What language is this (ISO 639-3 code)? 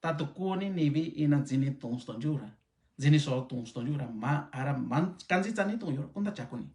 mix